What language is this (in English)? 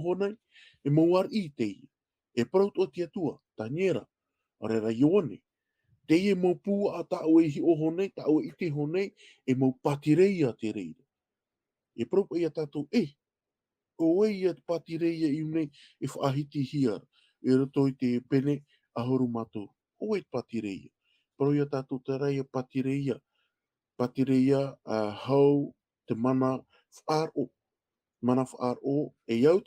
Tahitian